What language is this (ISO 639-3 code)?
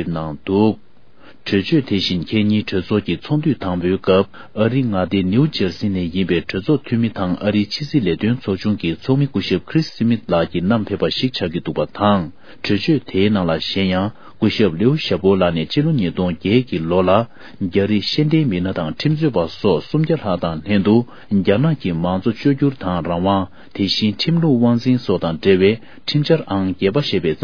bod